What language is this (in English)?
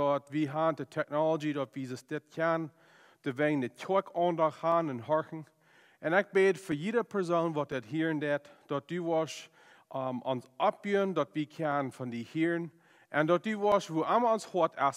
Plautdietsch